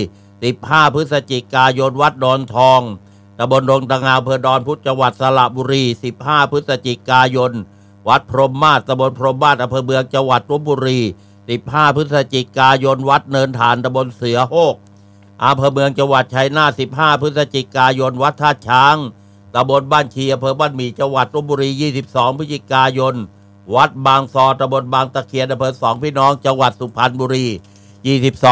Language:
Thai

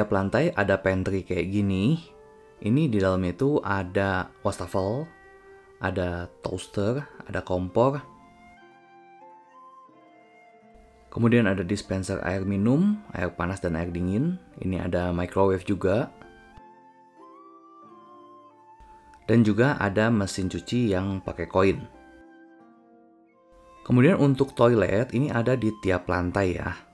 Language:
Indonesian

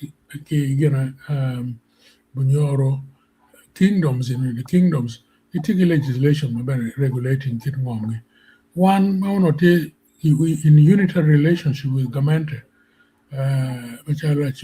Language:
Acoli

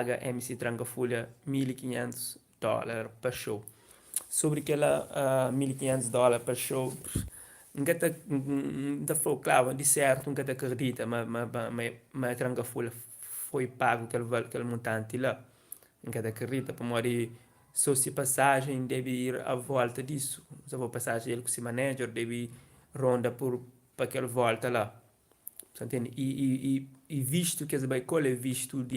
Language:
Kabuverdianu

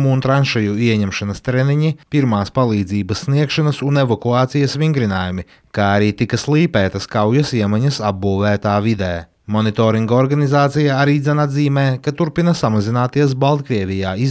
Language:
Latvian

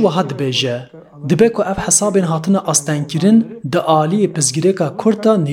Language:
Kurdish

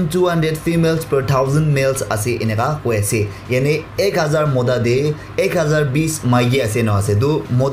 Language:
Naga Pidgin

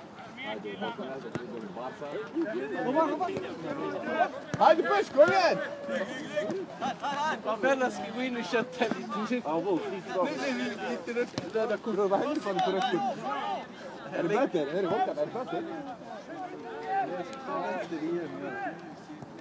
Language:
Swedish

